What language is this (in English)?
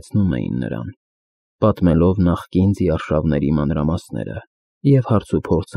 Armenian